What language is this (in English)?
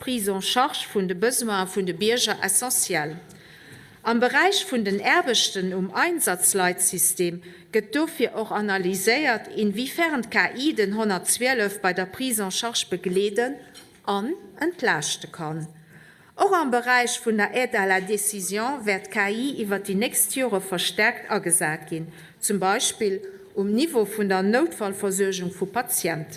Luxembourgish